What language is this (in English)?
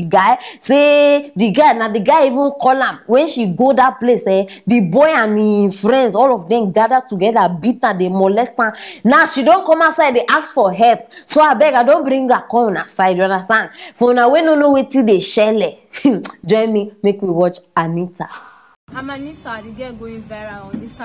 Nigerian Pidgin